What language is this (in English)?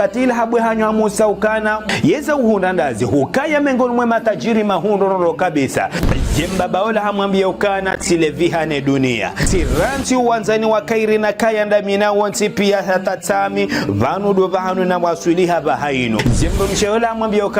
Ngazidja Comorian